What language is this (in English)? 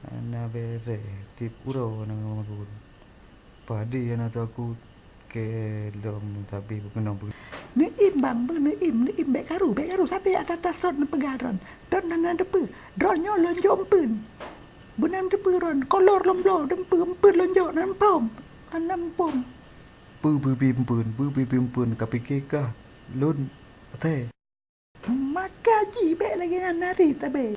Achinese